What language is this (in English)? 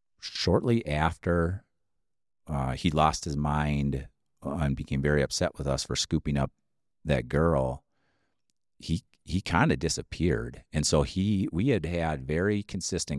English